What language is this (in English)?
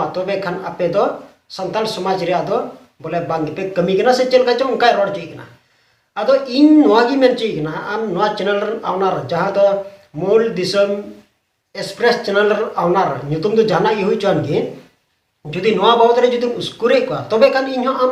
Santali